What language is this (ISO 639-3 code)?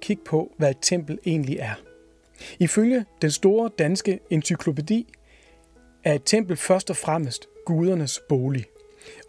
dan